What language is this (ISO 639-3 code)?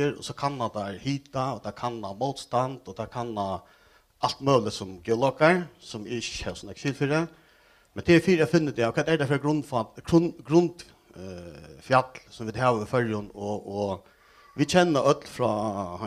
fao